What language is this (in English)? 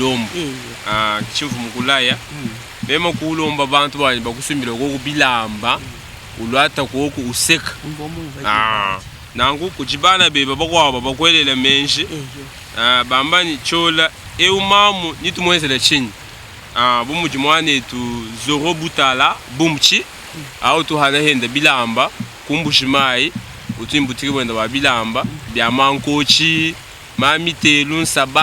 Luba-Lulua